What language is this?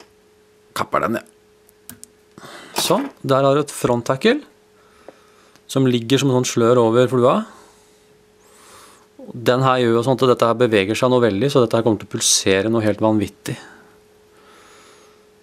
Norwegian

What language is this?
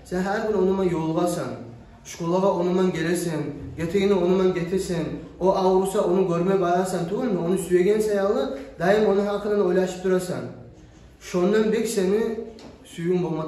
Kumyk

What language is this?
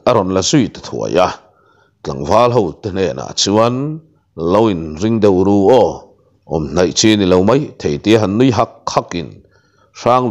Mizo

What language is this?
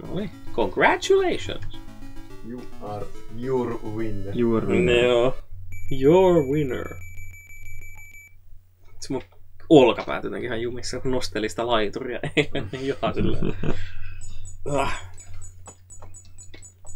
Finnish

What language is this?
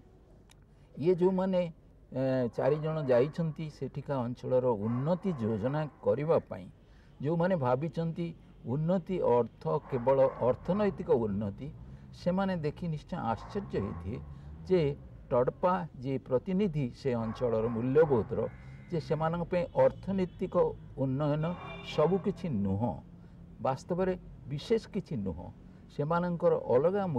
Odia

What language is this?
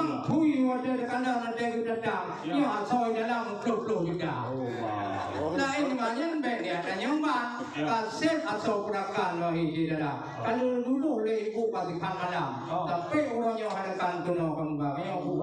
Achinese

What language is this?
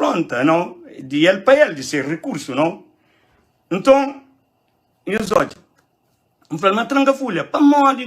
Kabuverdianu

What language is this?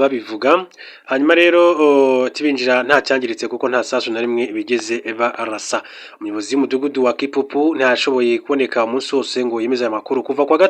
Kinyarwanda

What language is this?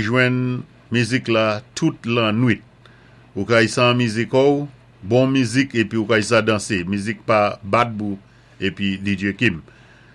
Saint Lucian Creole French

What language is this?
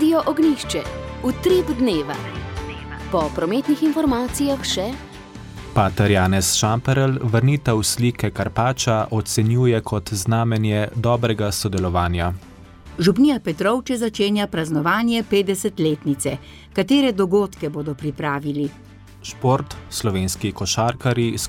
Slovenian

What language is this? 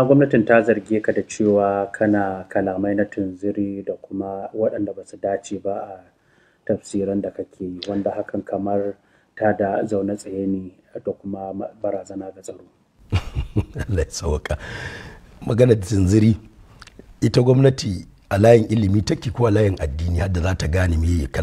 Hausa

